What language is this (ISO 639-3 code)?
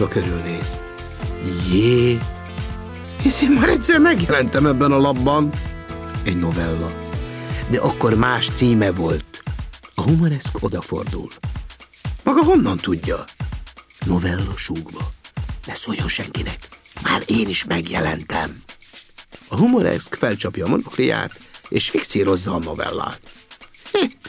hun